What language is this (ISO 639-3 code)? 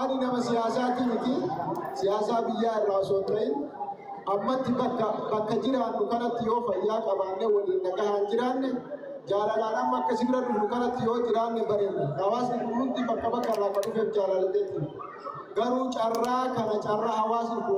orm